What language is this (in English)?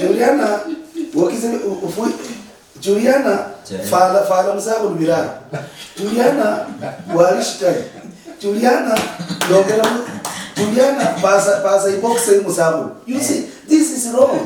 Luyia